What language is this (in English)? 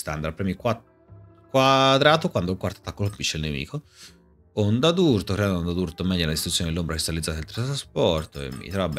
Italian